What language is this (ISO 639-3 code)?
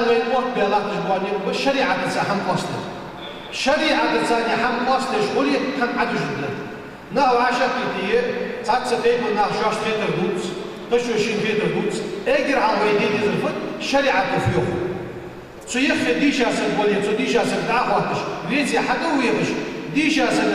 inh